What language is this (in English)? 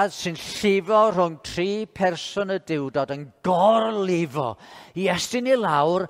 Welsh